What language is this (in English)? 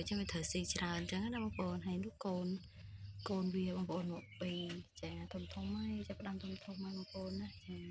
Khmer